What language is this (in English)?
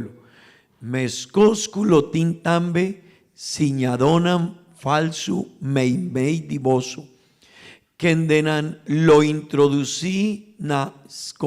Papiamento